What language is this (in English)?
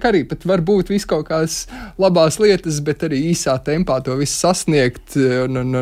Latvian